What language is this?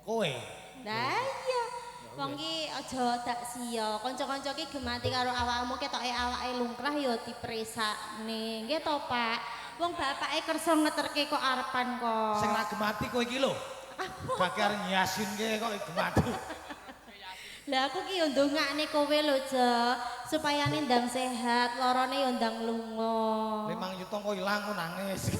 Javanese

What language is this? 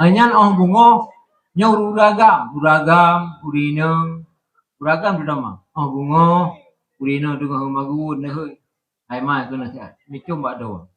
Achinese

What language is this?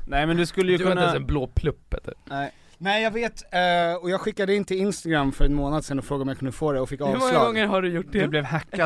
Swedish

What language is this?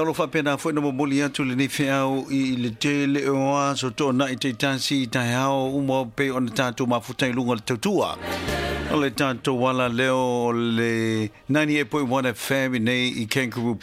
Samoan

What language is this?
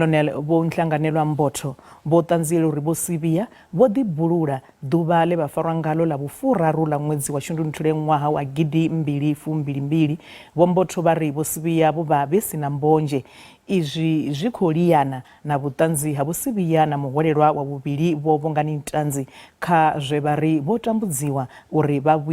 Venda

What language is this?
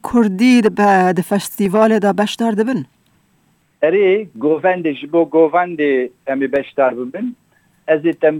Kurdish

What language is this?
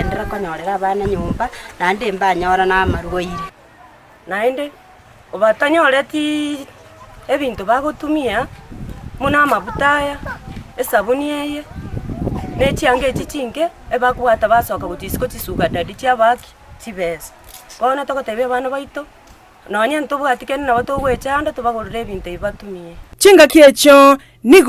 Gusii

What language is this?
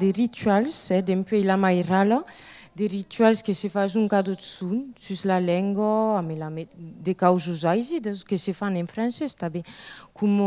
Occitan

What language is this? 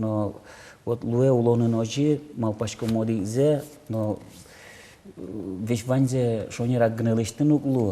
Udmurt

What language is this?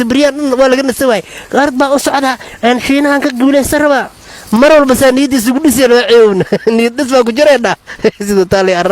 Somali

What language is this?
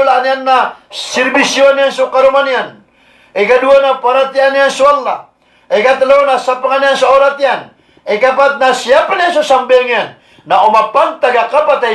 Maranao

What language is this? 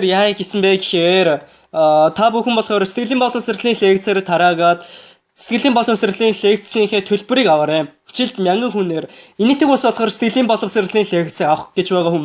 Mongolian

